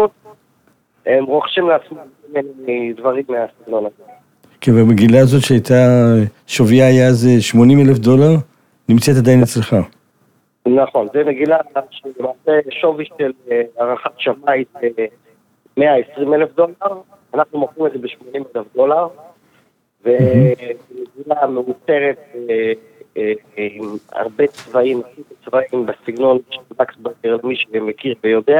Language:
Hebrew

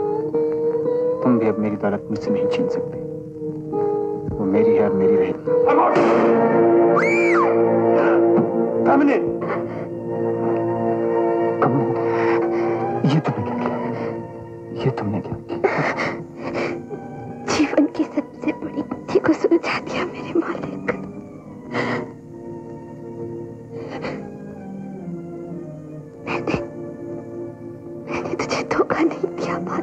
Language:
Hindi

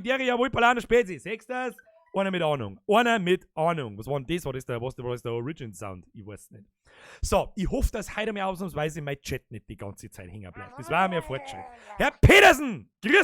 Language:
Bavarian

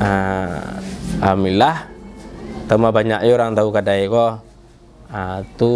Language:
Minangkabau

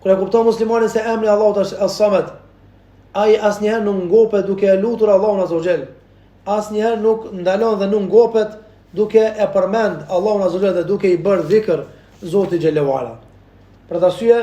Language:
Albanian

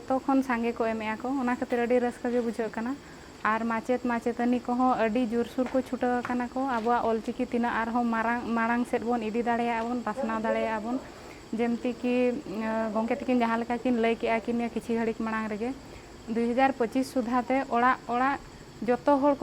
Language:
Santali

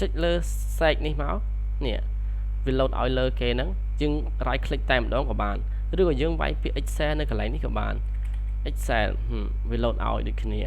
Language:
Khmer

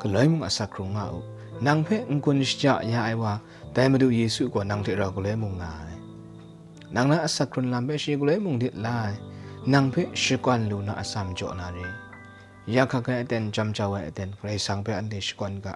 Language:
Kachin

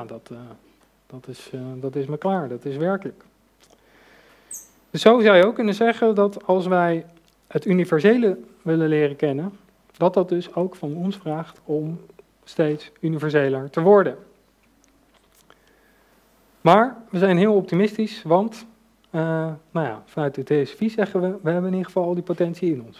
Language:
Dutch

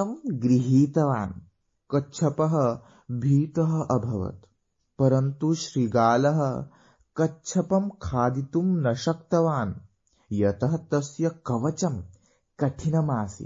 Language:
Sanskrit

